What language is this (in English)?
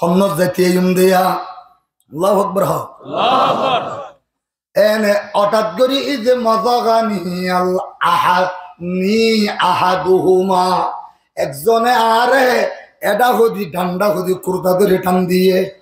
Rohingya